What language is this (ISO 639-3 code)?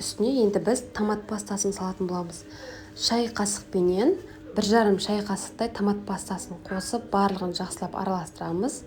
kaz